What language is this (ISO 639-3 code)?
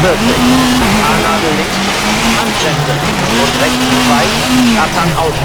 bar